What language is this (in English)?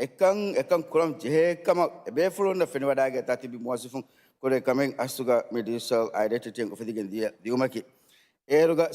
Divehi